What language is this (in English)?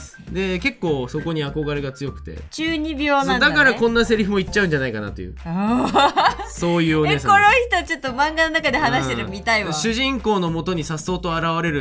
Japanese